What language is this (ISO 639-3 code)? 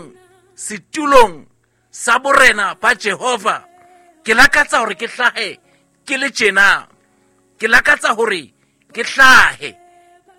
sot